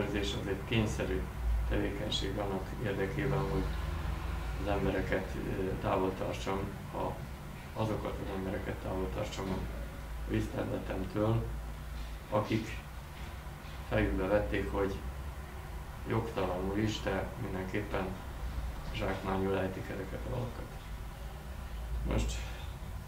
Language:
Hungarian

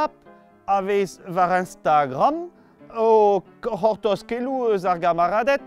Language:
Breton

